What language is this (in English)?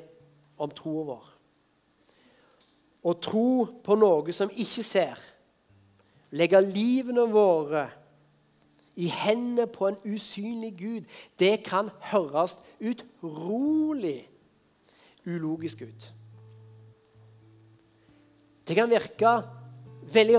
Norwegian